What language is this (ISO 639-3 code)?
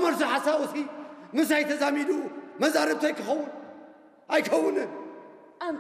tir